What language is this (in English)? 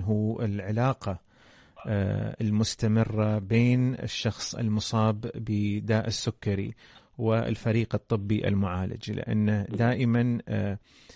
Arabic